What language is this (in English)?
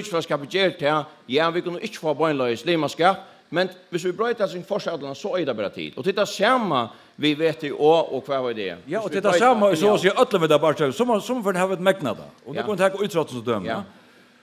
Faroese